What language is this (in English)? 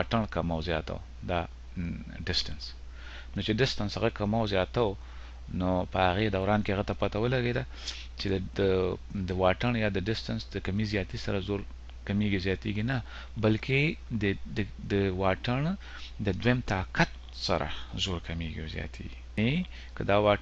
Pashto